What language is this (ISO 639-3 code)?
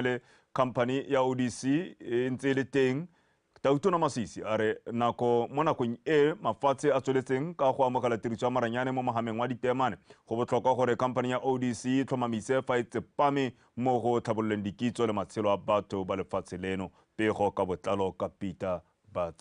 tsn